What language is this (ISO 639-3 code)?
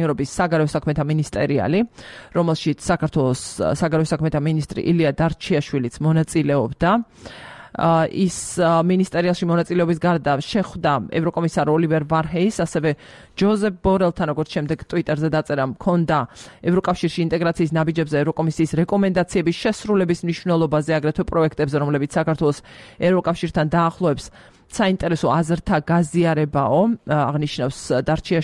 kat